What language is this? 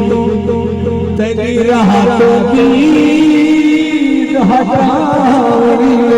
Saraiki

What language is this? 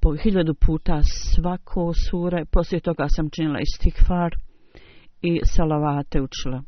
Bosnian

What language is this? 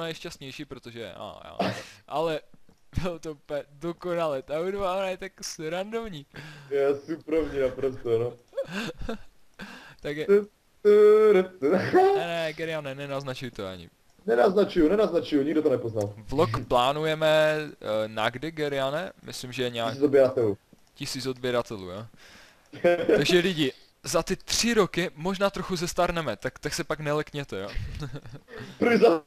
Czech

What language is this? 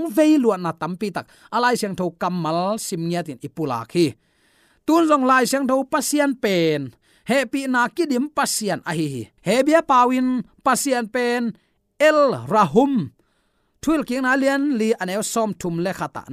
Tedim Chin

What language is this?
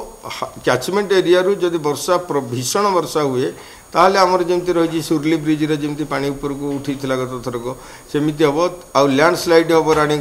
Odia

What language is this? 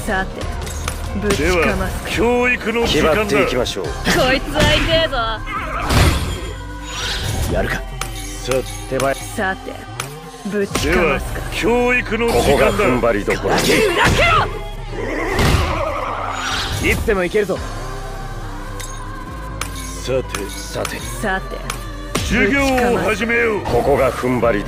Japanese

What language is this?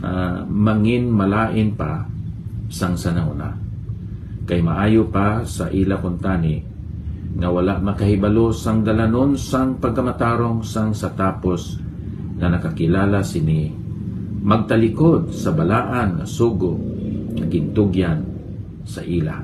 Hiligaynon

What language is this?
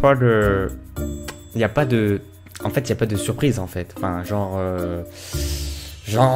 French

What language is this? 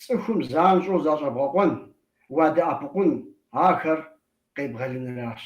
Kabardian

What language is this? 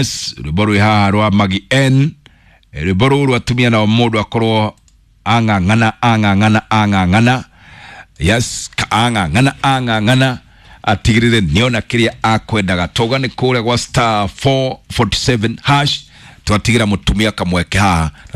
Kikuyu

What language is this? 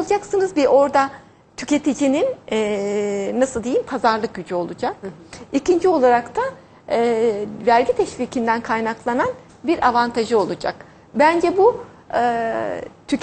Turkish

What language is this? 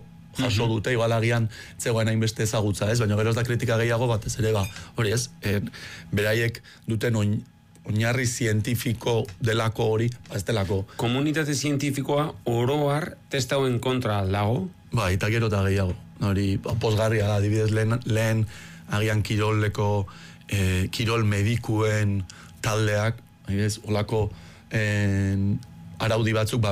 Basque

